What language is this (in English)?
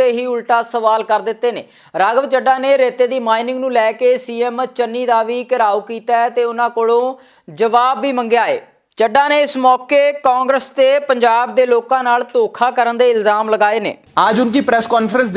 Punjabi